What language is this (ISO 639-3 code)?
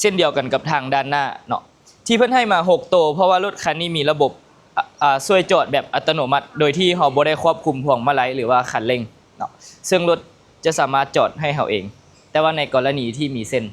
lao